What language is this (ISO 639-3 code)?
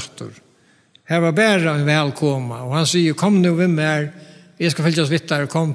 fao